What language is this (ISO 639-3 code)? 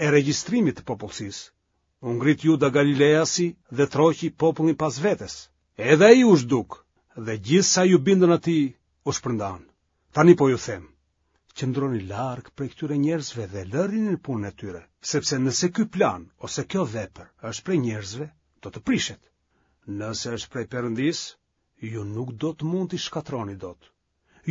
sqi